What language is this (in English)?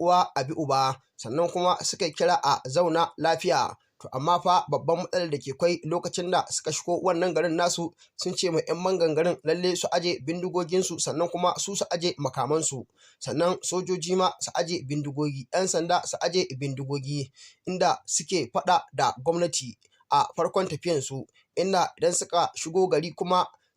Hausa